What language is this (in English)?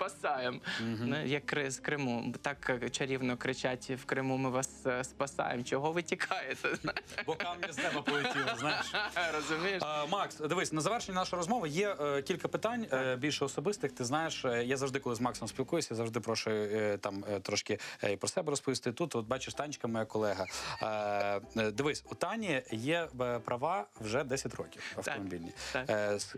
Ukrainian